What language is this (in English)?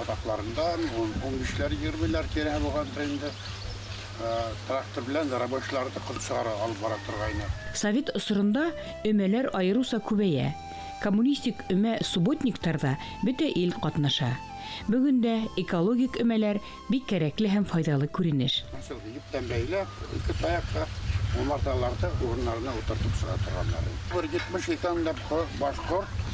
Bashkir